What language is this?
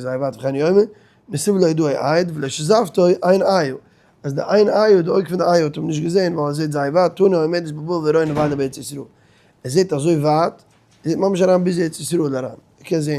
Yiddish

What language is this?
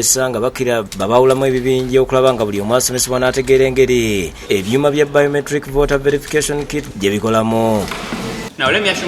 Ganda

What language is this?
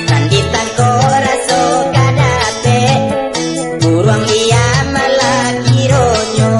Minangkabau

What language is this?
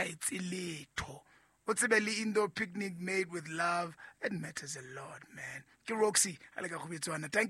Southern Sotho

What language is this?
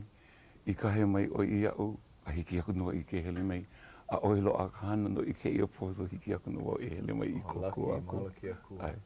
Hawaiian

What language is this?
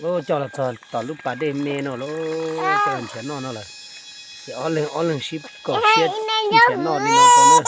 Hmong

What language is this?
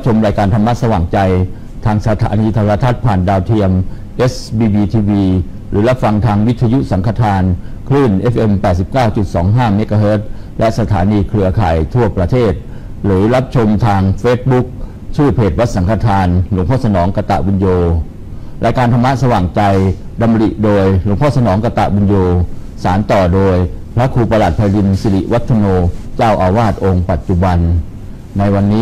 Thai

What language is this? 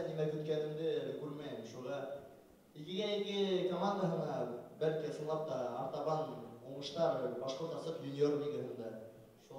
Bashkir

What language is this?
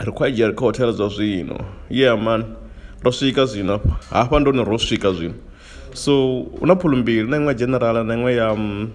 Venda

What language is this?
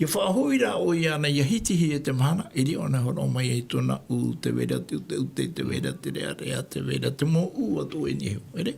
Tahitian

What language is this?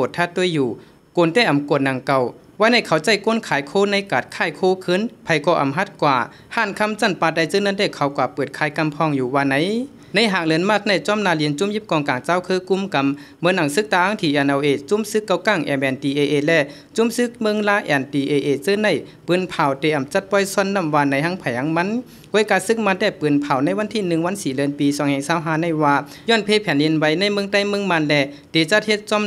Shan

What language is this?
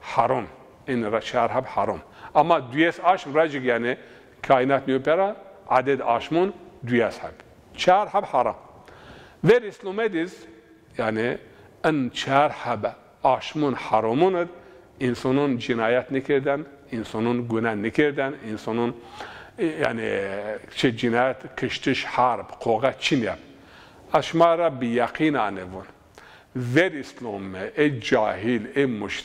Zaza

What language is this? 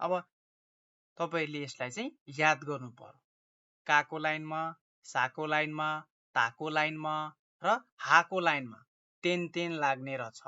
Nepali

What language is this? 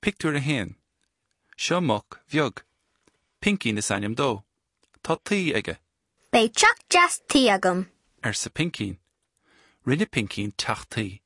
Irish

